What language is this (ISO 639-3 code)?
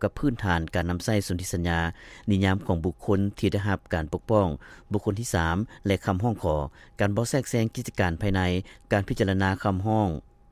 lao